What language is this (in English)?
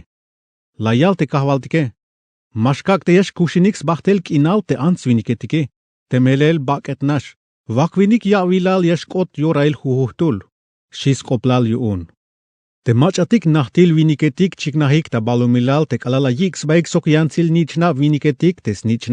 Tzeltal